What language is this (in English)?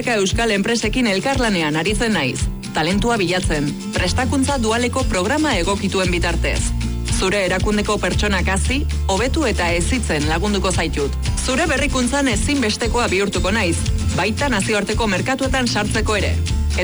Basque